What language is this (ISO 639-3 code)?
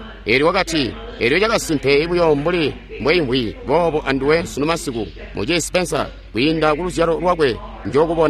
toi